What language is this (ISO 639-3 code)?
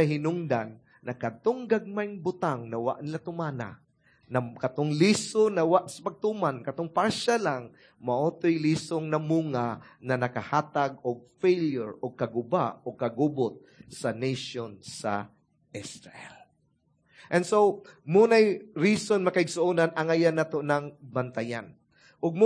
ceb